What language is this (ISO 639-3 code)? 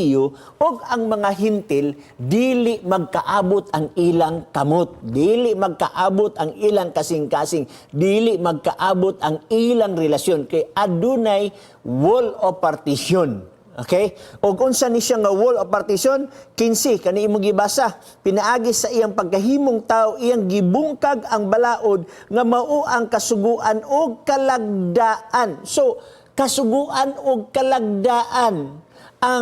ceb